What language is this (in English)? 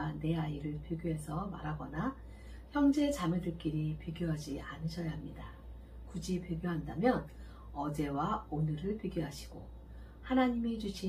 Korean